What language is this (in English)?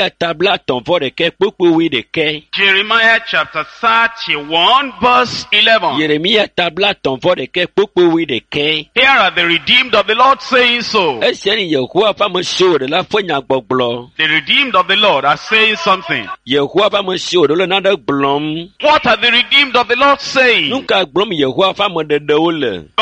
Ewe